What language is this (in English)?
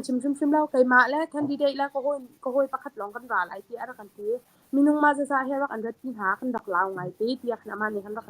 Hakha Chin